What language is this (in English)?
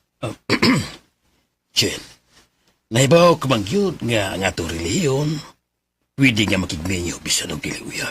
Cebuano